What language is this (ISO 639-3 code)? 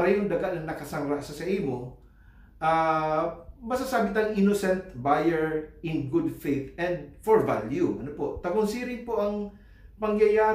bik